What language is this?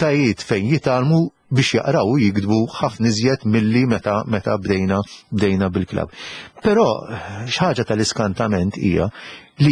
Maltese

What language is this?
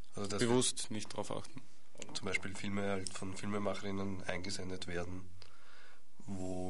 German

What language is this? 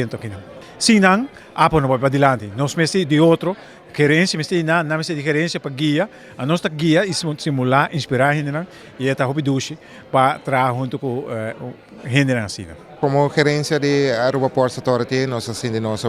Papiamento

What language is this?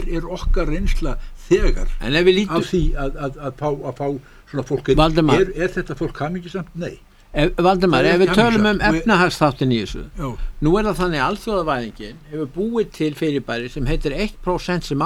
Icelandic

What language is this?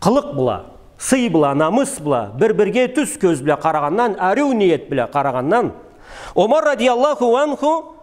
Karachay-Balkar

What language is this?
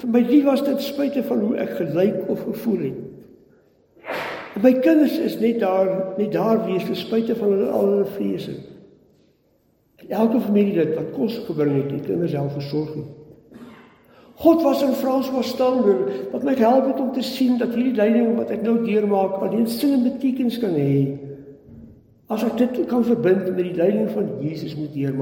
Afrikaans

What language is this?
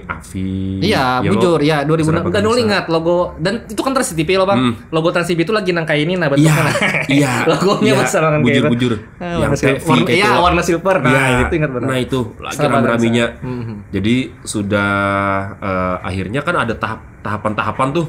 Banjar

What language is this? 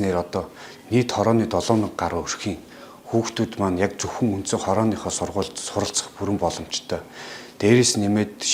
Mongolian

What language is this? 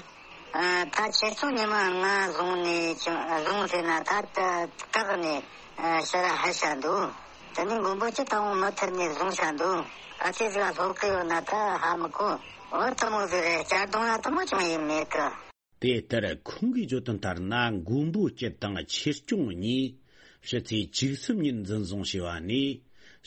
Tibetan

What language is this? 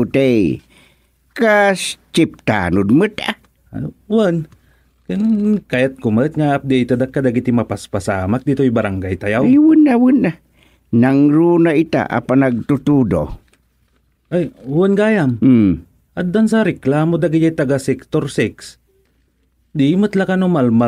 Iloko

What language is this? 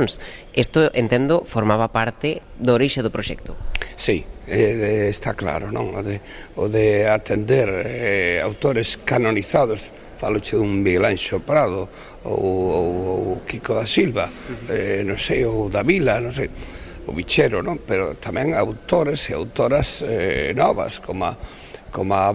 Galician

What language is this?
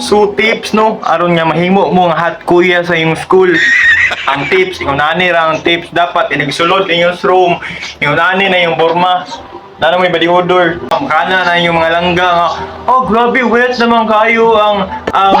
Cebuano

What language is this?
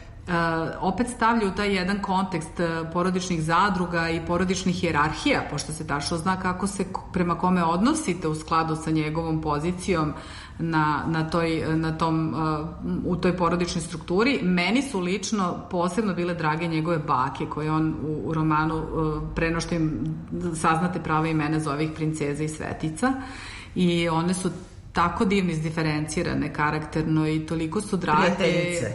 Serbian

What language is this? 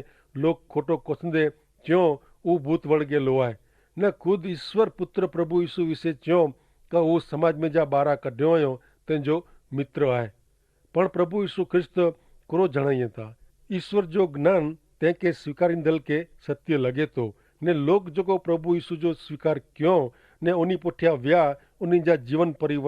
Kachhi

